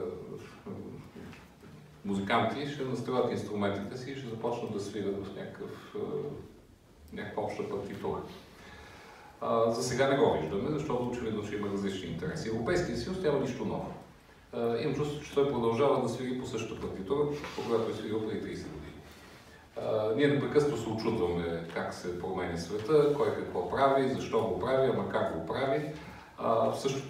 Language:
Bulgarian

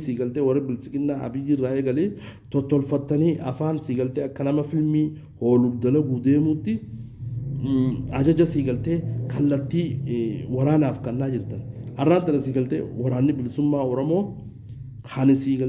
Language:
Oromo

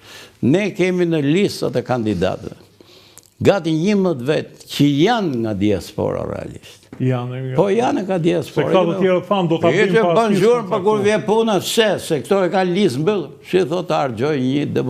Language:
Albanian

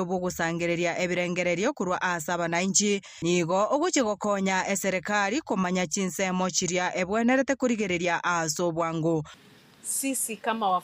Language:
Gusii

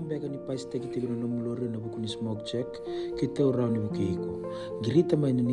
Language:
Fijian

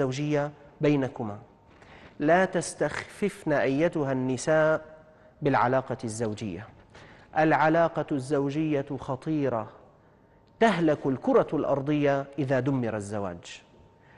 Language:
Arabic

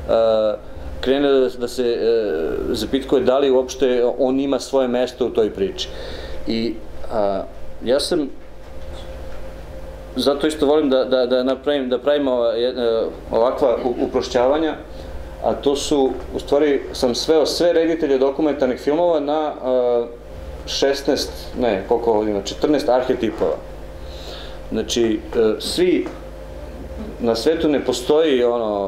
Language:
Serbian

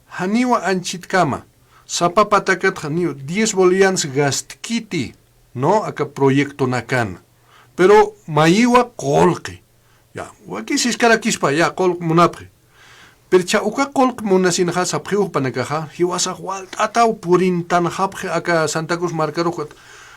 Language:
Aymara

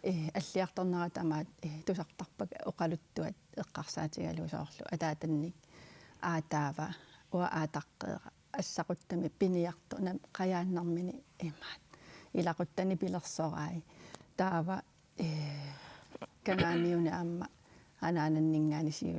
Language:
Kalaallisut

